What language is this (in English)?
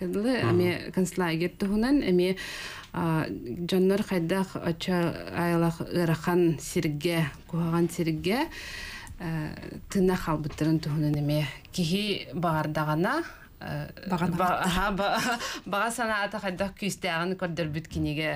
Yakut